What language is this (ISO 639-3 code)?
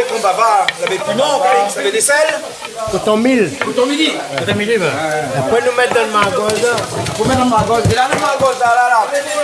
rcf